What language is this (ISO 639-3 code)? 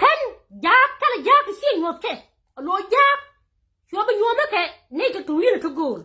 nus